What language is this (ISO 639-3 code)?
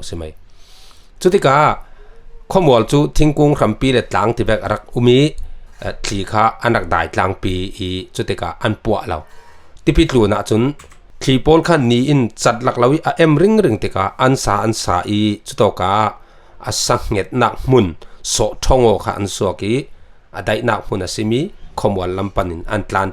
cfm